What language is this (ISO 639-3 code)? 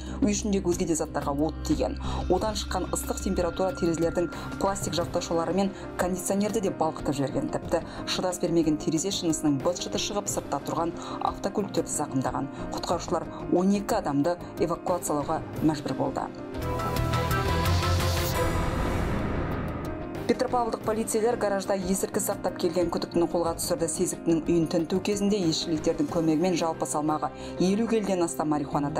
kaz